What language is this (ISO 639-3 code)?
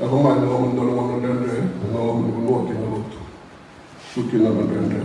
fij